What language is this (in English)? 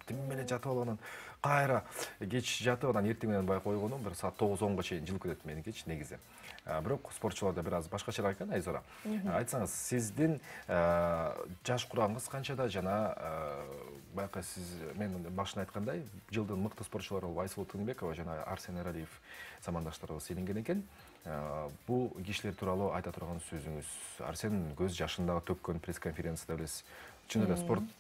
Kyrgyz